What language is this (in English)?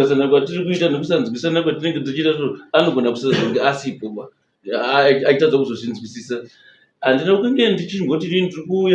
Shona